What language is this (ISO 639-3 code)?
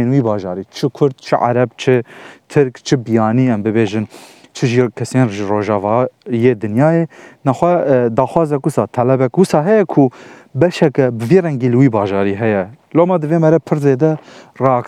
kur